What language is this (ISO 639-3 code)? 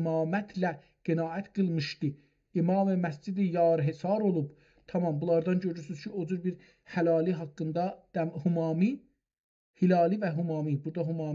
azb